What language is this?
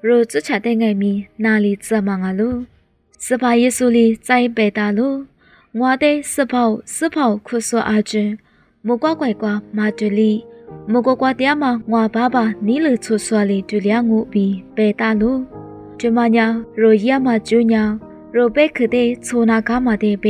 Lisu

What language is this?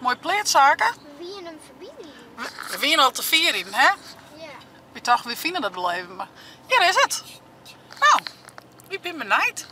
Western Frisian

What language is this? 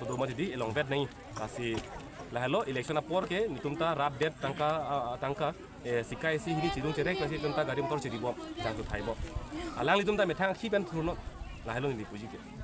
Karbi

